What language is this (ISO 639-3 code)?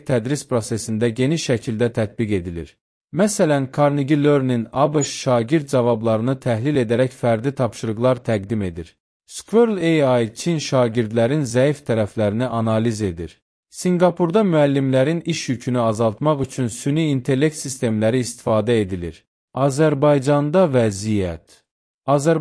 aze